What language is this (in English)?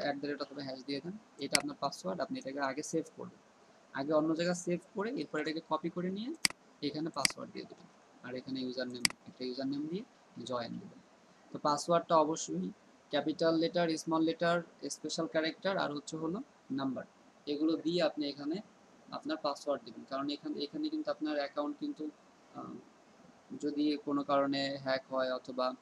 Bangla